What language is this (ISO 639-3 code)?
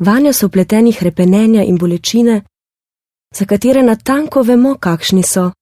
slv